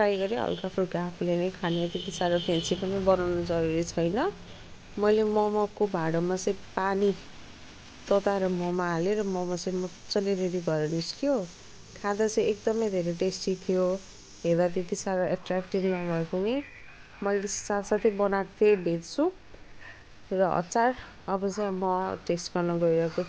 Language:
Nepali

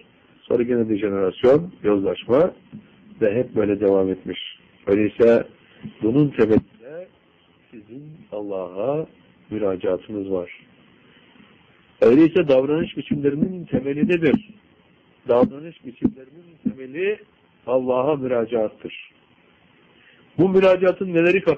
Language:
Turkish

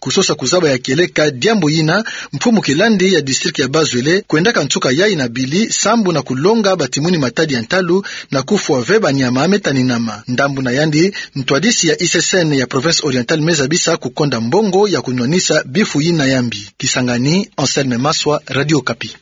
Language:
Kituba (Democratic Republic of Congo)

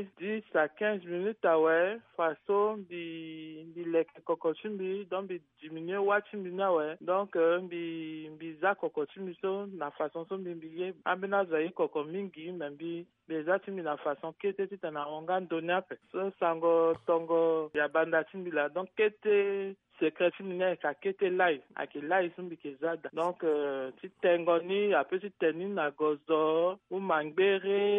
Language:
Sango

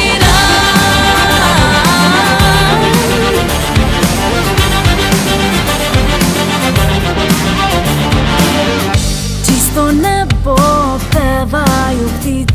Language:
Serbian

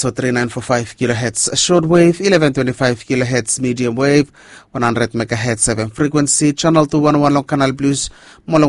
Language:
Bislama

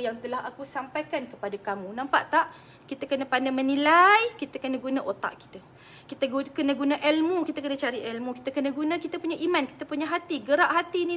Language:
Malay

